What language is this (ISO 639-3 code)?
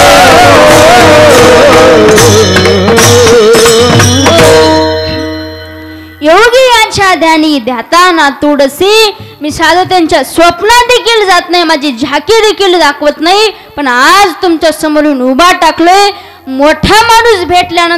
mar